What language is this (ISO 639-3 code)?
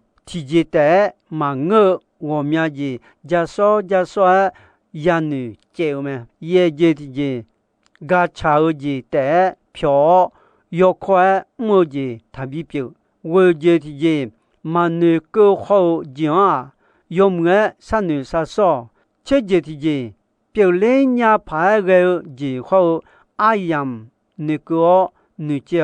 ahk